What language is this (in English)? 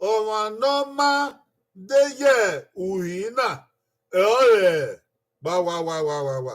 Bini